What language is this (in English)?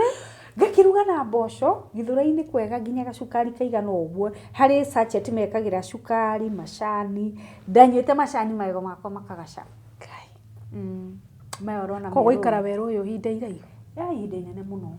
Kikuyu